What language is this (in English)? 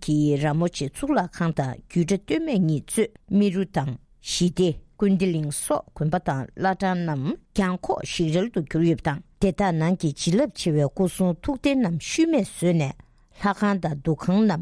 Tibetan